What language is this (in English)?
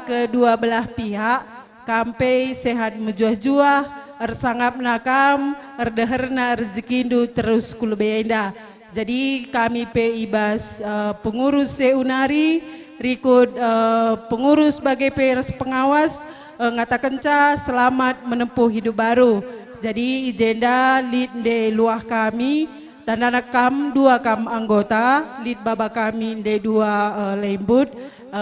Batak Karo